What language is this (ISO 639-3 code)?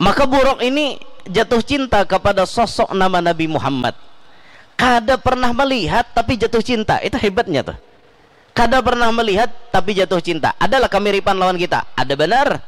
bjn